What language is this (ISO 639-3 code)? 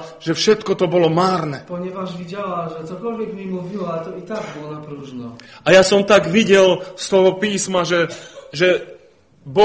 slk